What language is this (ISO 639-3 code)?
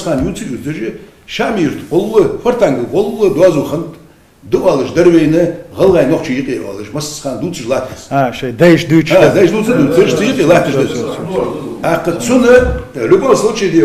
inh